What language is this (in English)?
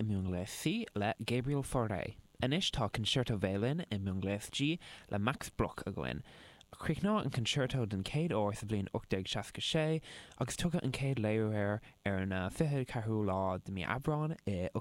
Irish